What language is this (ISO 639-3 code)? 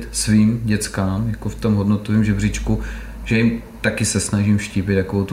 ces